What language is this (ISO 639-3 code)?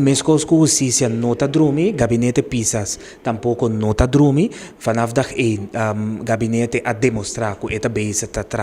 pap